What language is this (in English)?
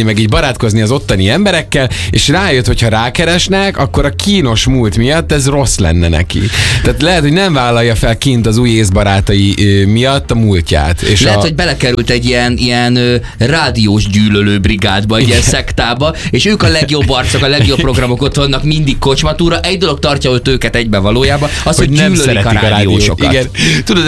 Hungarian